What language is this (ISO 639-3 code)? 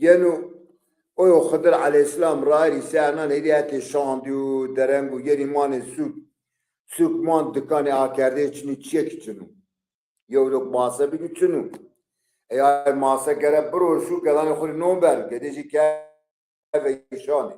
zza